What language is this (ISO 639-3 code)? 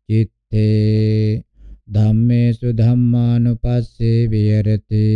pli